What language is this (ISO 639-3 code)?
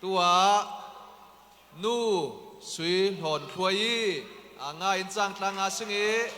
cfm